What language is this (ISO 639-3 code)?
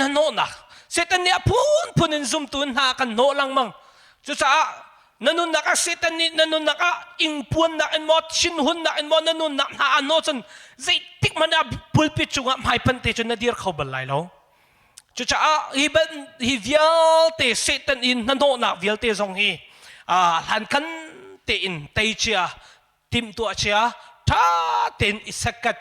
cnh